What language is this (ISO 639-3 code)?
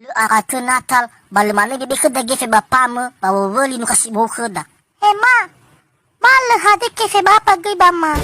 nia